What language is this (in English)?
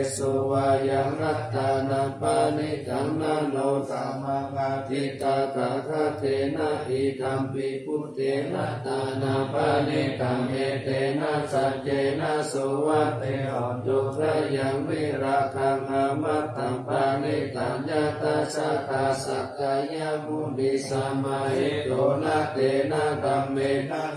Pali